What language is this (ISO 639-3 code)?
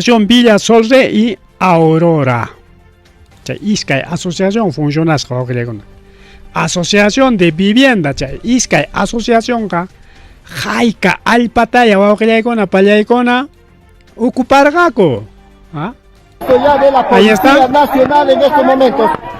quy